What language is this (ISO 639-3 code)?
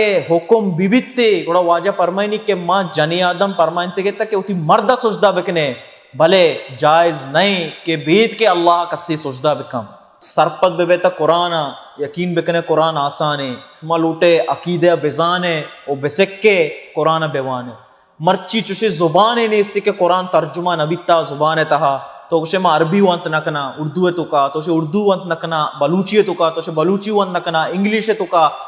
bal